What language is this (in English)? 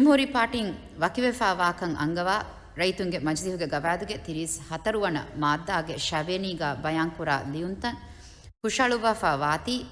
Divehi